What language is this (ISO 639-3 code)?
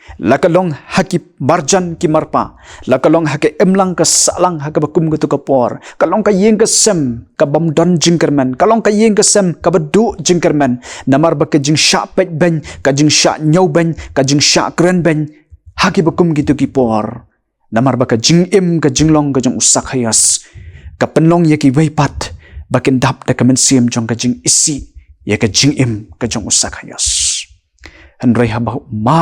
kha